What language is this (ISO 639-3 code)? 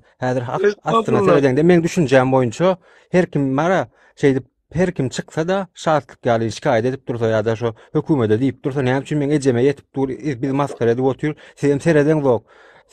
tuk